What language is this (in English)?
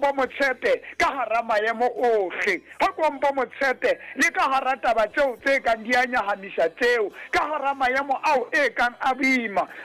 Southern Sotho